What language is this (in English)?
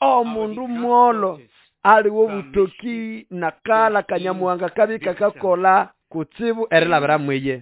Nande